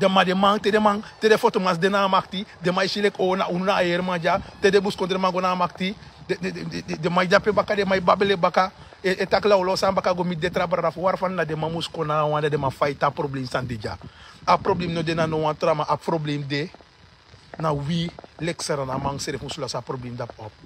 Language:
Sranan Tongo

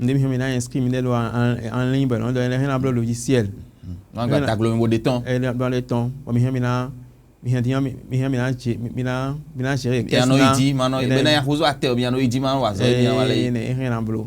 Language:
Fon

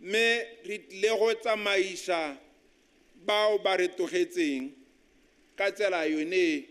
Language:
Tswana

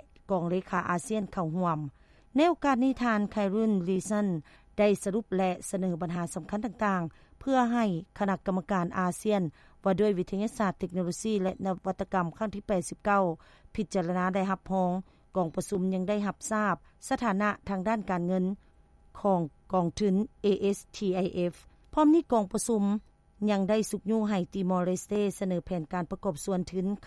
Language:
Lao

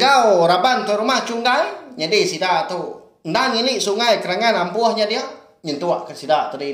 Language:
Iban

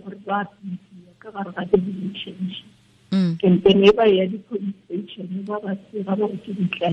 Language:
Tswana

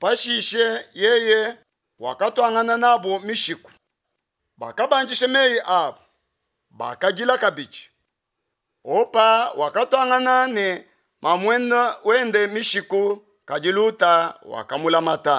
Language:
Luba-Lulua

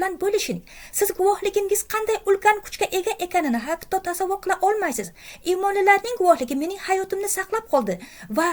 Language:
Uzbek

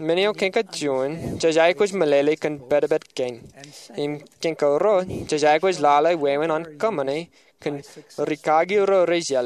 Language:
Marshallese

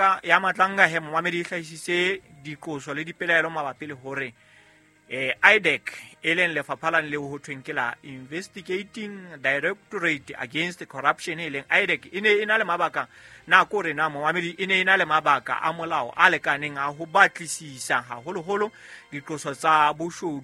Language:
Southern Sotho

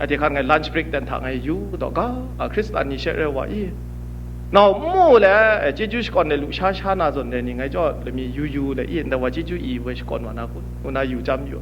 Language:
Kachin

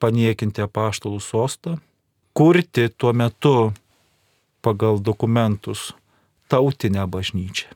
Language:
Lithuanian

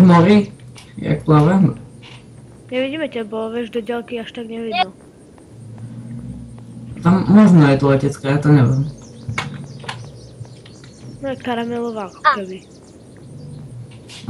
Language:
Slovak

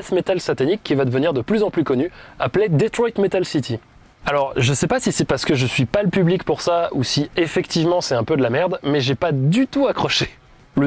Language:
French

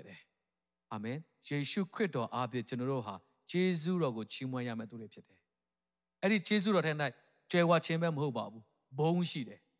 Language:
Burmese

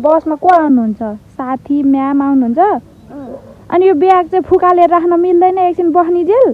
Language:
Nepali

